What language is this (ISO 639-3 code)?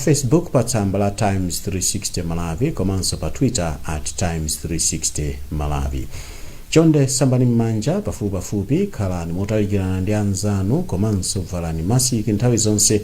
nya